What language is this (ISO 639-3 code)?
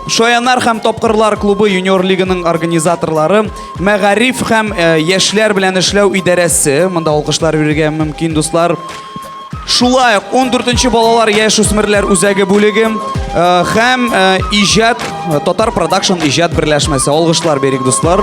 tat